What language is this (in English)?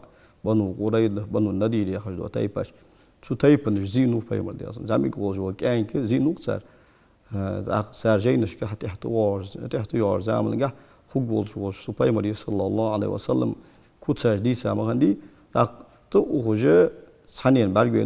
Ingush